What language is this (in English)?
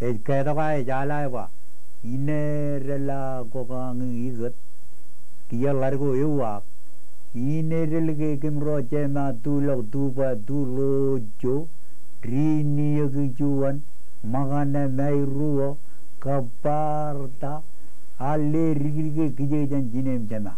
Marshallese